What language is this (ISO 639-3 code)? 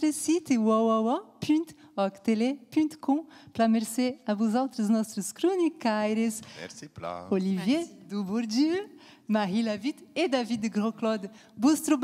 oci